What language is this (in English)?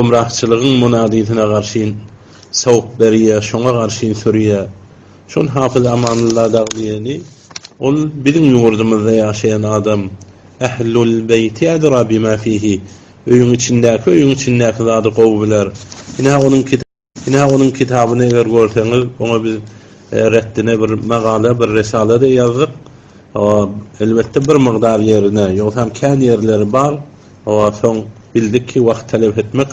Turkmen